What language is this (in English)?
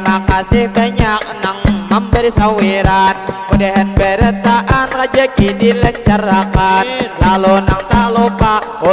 Banjar